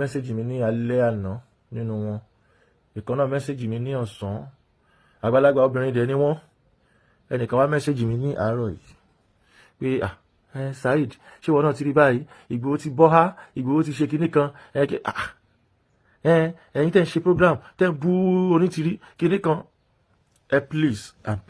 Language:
Yoruba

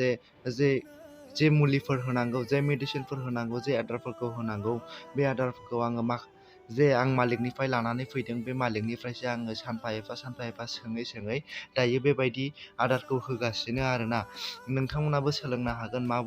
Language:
Bodo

